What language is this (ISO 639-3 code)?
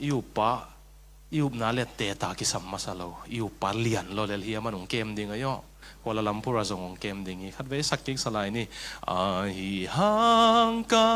ctd